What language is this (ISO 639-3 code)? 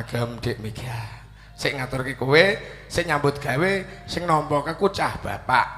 jav